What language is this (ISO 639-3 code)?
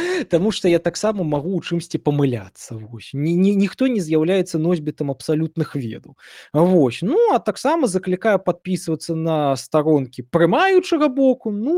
bel